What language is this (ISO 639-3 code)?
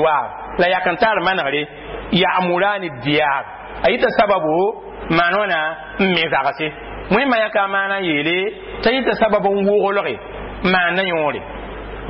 mos